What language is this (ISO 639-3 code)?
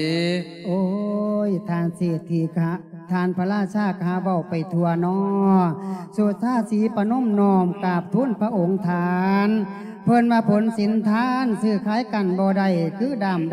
lao